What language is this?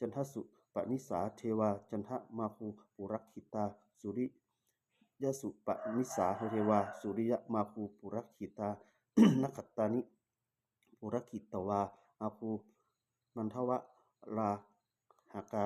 Pali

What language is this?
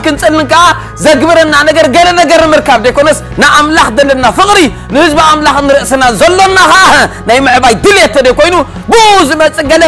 Tigrinya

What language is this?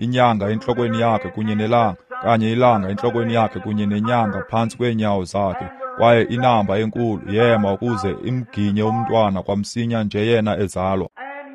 Xhosa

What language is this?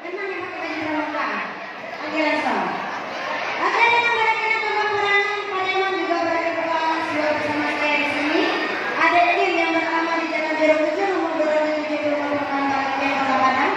Minangkabau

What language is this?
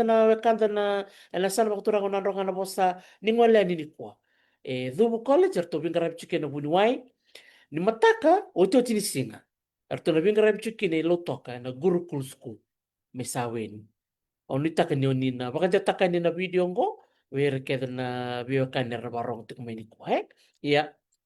Fijian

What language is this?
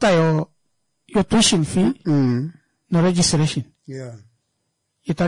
Kuanyama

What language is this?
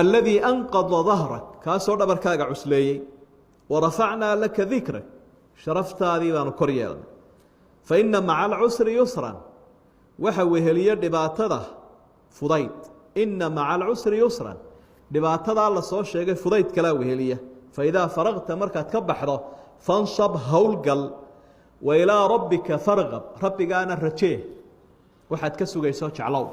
Somali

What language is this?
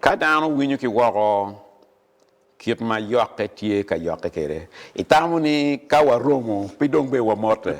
Acoli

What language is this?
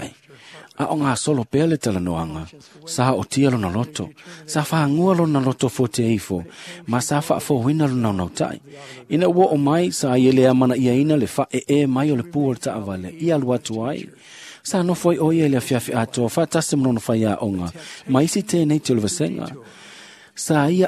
Samoan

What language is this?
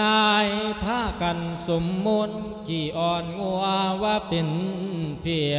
Lao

